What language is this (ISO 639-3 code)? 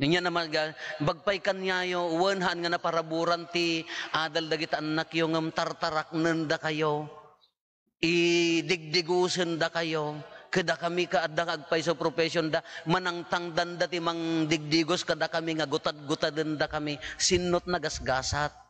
ilo